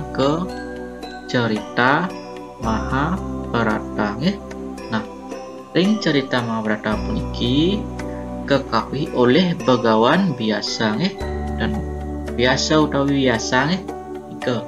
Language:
Balinese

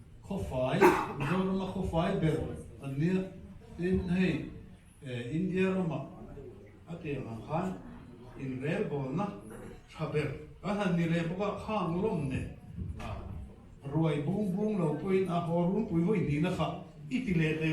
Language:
Mizo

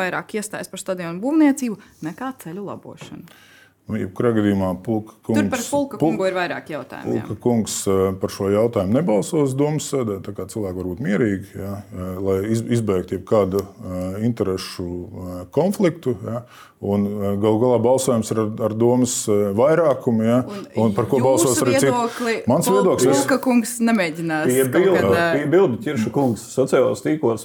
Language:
Latvian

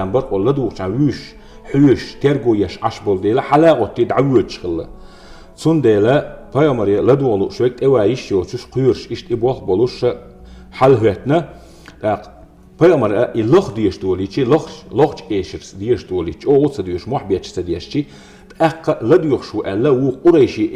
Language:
Chechen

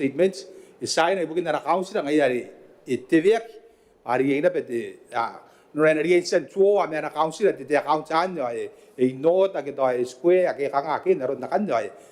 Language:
Gilbertese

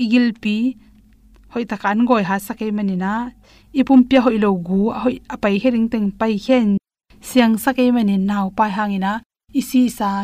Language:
Tedim Chin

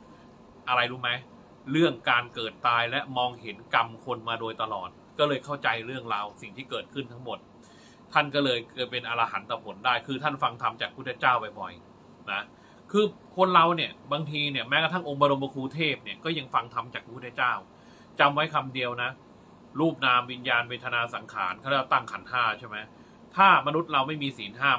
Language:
Thai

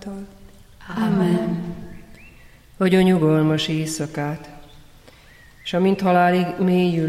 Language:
Hungarian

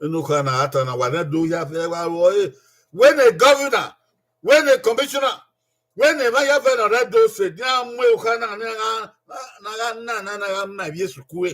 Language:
Bini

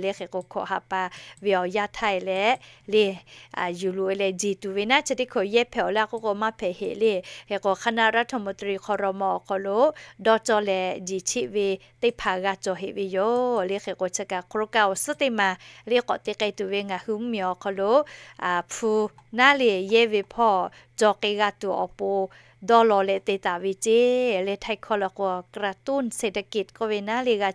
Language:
Lahu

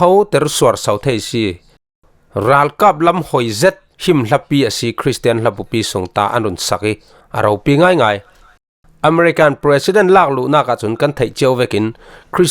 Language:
Falam Chin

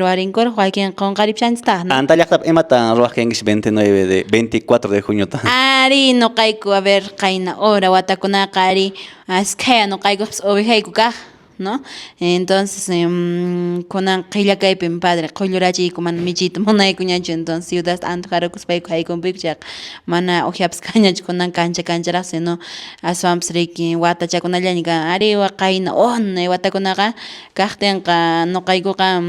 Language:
Quechua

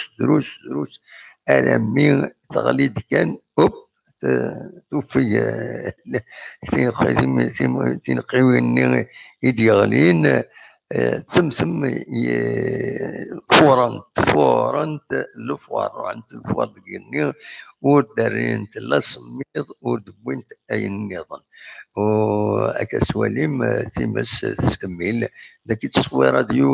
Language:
Kabyle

